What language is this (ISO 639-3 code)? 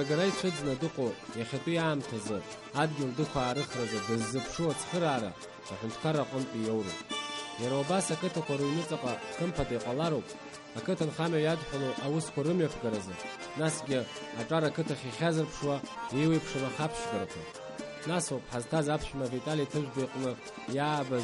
abk